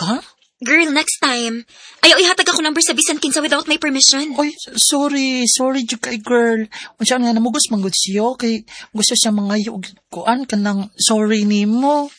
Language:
Cebuano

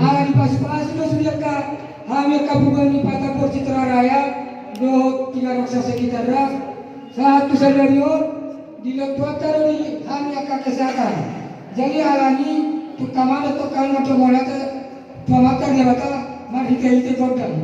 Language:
Batak Toba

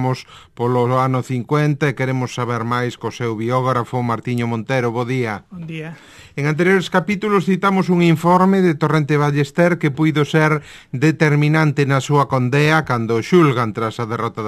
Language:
Galician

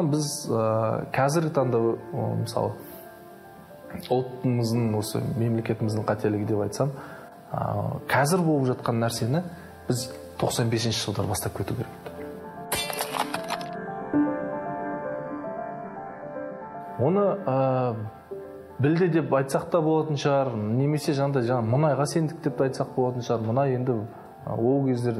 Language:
Kazakh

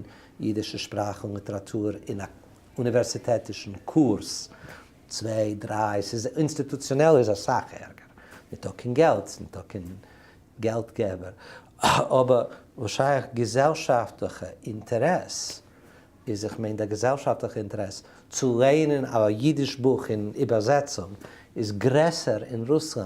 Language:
Yiddish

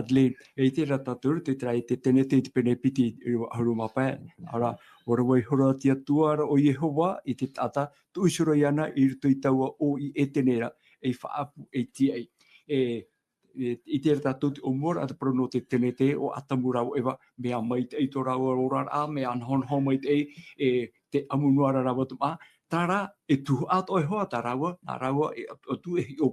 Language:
Tahitian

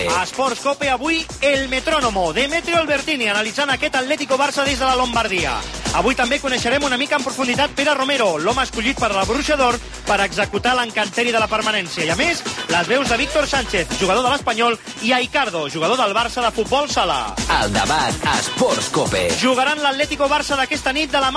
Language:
Catalan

